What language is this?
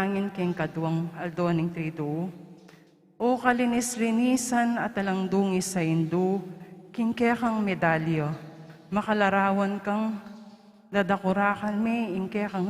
Pampanga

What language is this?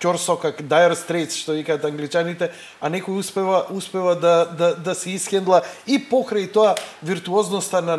Macedonian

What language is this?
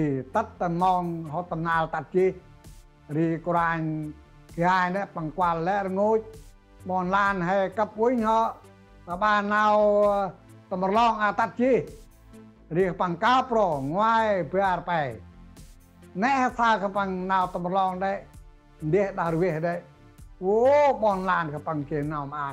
Central Mnong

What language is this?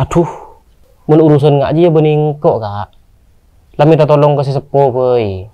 Madurese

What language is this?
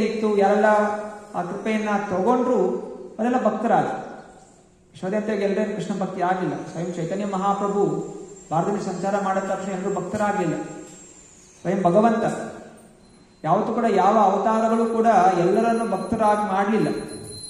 Kannada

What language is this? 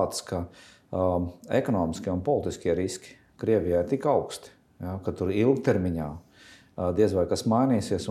Latvian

